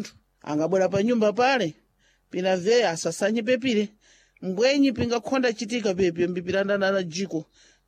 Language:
Sena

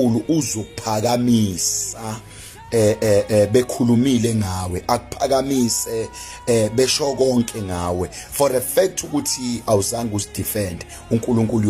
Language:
Zulu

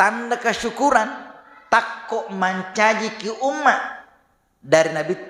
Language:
Buginese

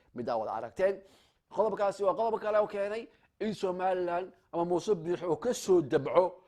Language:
Somali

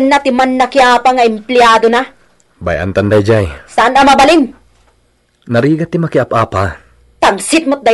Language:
Iloko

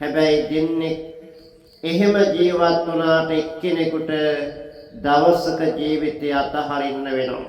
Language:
Sinhala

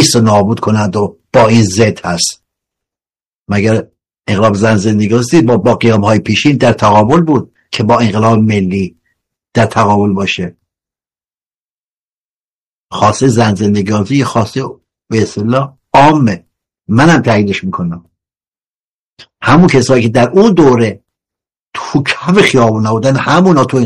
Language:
Persian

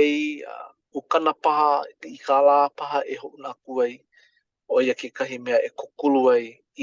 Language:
Hawaiian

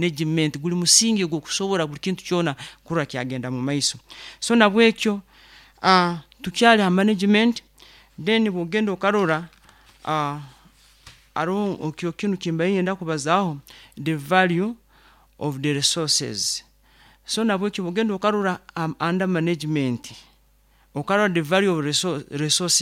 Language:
Nyoro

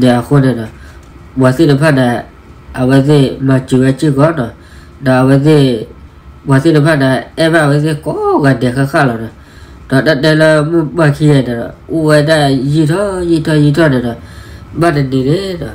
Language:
S'gaw Karen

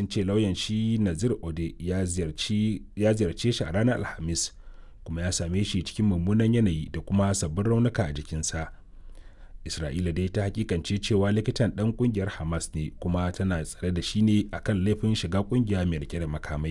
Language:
Hausa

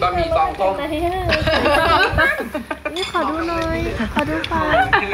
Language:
Thai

